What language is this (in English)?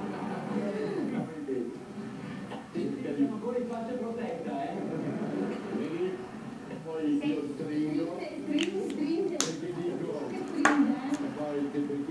Italian